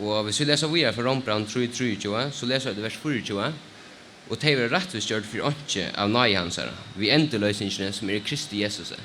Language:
Faroese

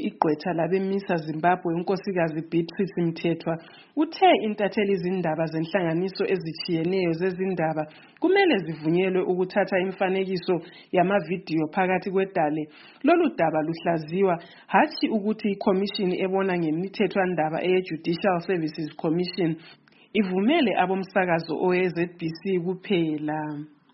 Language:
North Ndebele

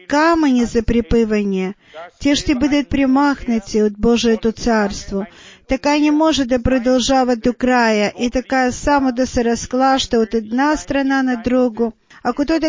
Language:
Bulgarian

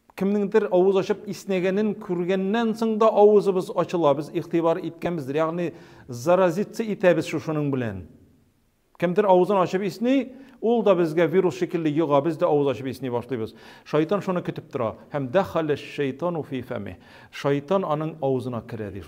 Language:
Tatar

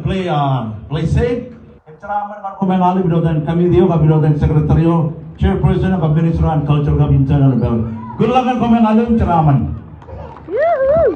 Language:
Marshallese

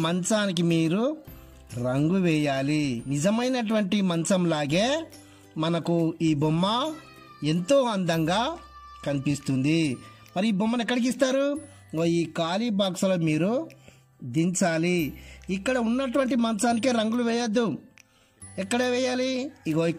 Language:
Telugu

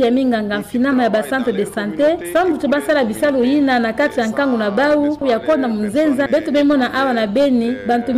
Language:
Kituba (Democratic Republic of Congo)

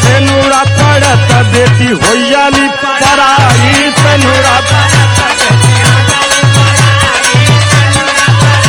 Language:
Bhojpuri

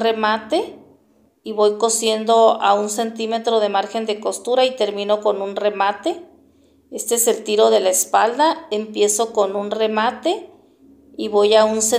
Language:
Spanish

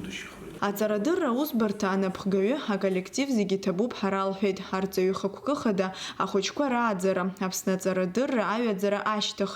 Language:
Abkhazian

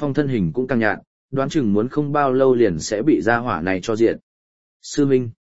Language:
Vietnamese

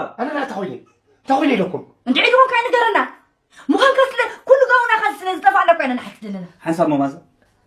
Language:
Tigrinya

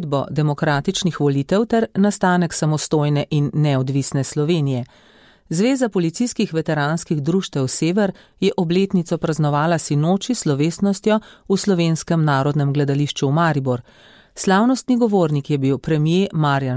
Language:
Slovenian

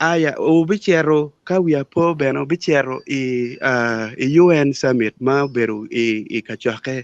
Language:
Acoli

